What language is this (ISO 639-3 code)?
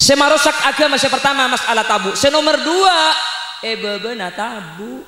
mad